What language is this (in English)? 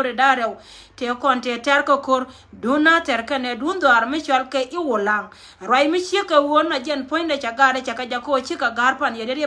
Nuer